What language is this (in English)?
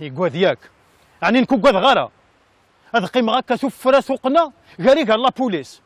Kabyle